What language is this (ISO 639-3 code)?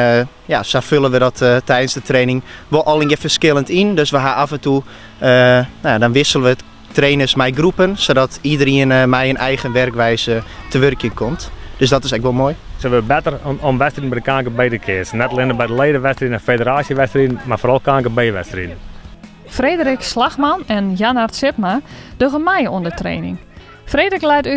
fry